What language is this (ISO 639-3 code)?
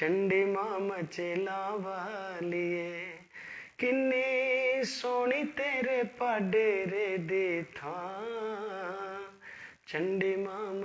doi